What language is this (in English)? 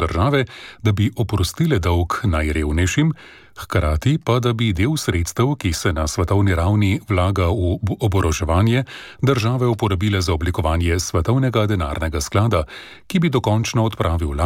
Slovenian